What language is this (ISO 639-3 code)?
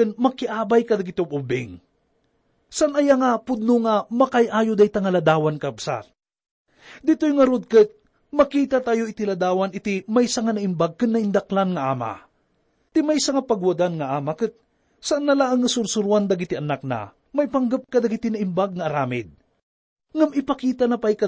ilo